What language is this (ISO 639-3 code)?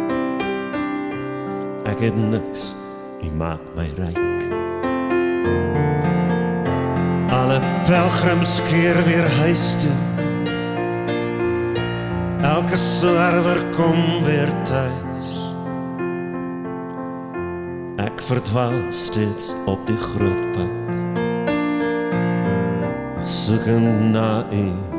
afr